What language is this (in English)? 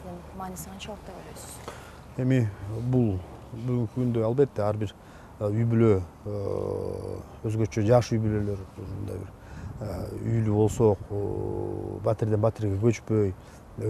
Kyrgyz